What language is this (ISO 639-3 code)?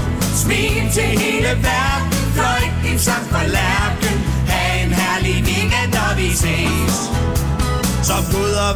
dan